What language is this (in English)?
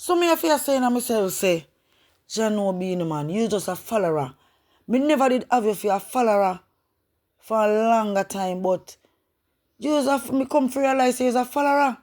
Jamaican Creole English